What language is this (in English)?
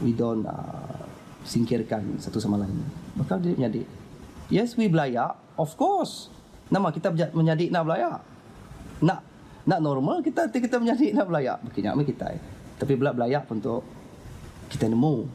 Iban